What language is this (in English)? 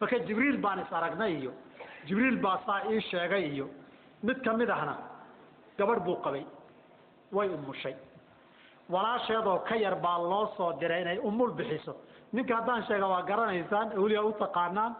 Somali